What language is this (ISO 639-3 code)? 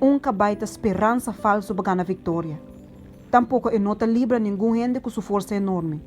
pap